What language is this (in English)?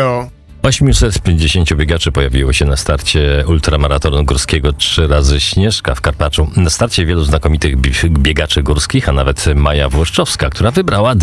Polish